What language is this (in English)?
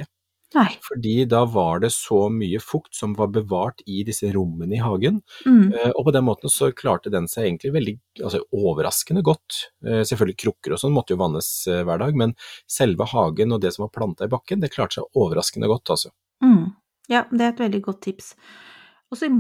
Norwegian